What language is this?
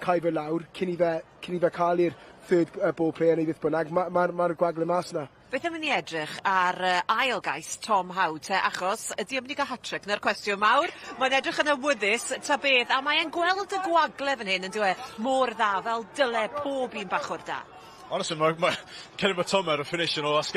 Welsh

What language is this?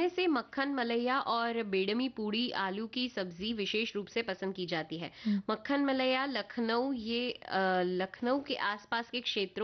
Hindi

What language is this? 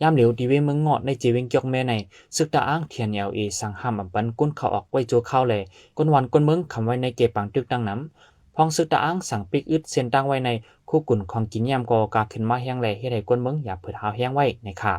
Shan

